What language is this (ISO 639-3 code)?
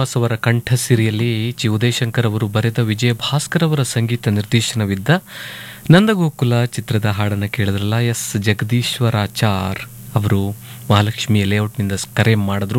kan